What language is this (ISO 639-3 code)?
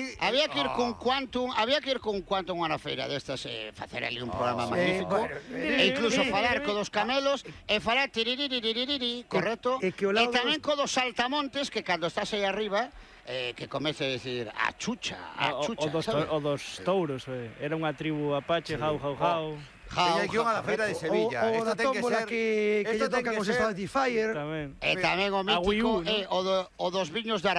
glg